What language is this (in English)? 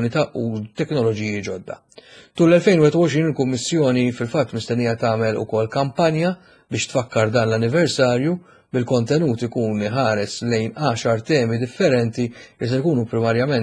Maltese